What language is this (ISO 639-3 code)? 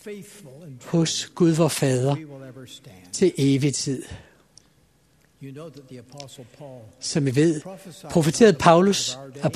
dan